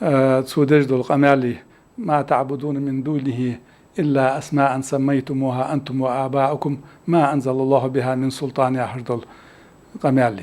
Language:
Ingush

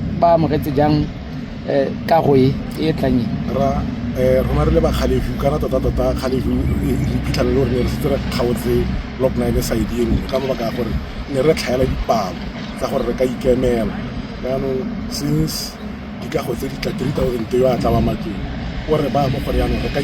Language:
Tswana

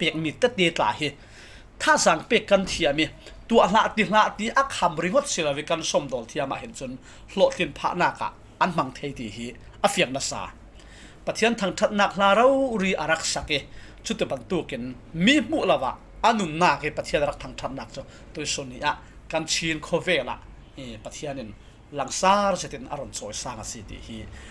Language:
Falam Chin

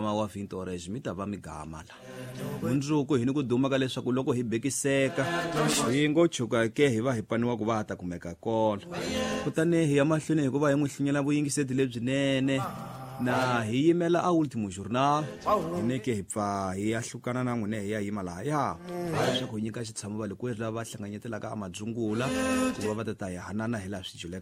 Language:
Tsonga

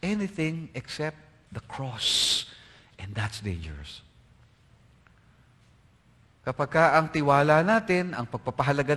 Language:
Filipino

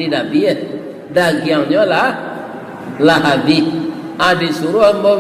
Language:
Minangkabau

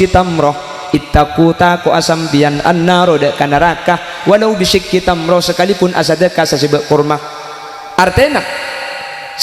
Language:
Madurese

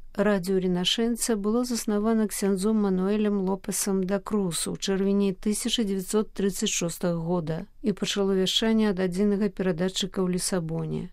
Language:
Belarusian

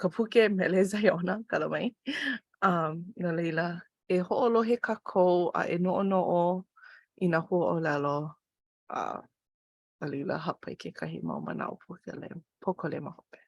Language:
Hawaiian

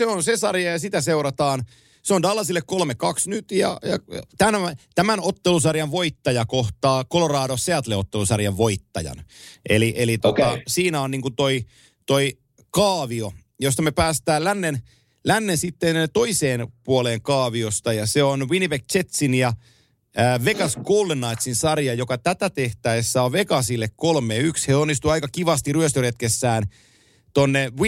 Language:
Finnish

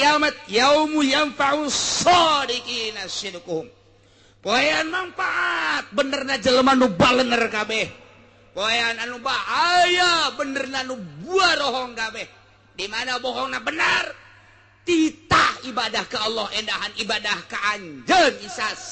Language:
Sundanese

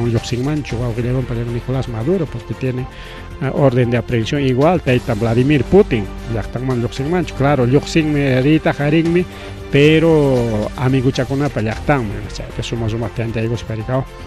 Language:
Ayacucho Quechua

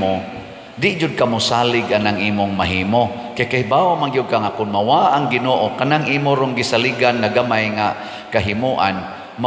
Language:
Cebuano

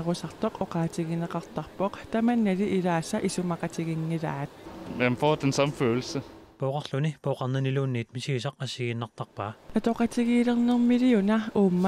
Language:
Kalaallisut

